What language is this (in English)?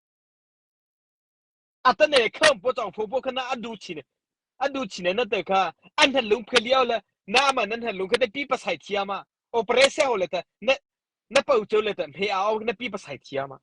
Mara Chin